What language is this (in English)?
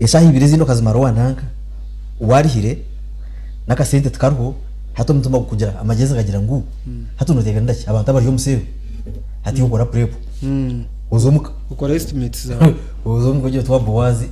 Nyankole